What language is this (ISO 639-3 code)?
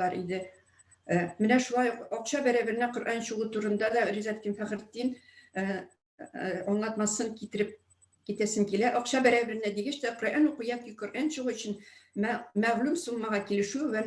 tat